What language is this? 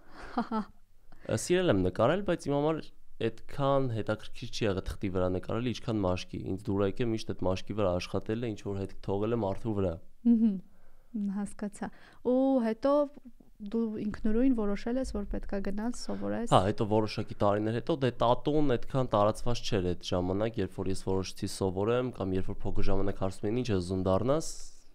Armenian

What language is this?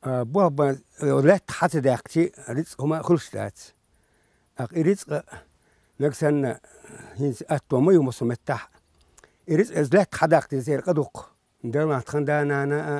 Chechen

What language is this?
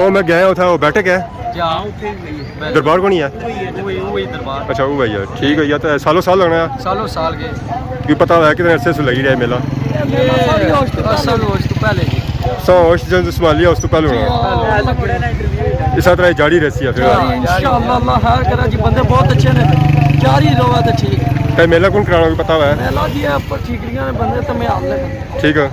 Pahari-Potwari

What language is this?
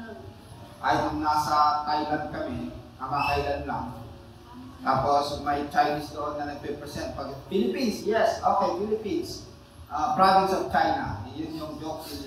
Filipino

